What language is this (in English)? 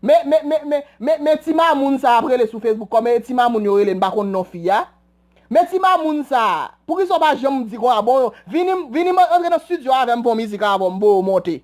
Haitian Creole